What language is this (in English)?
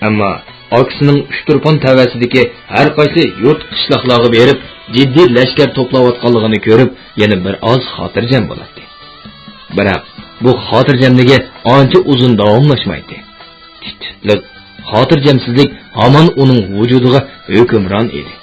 Uyghur